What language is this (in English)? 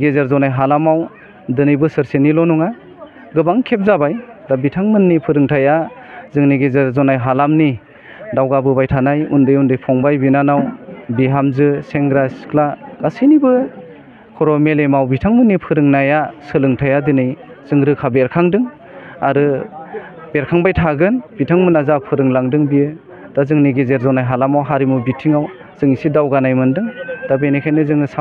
Bodo